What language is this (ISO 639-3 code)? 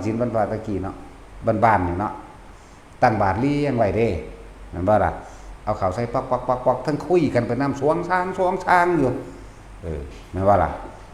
tts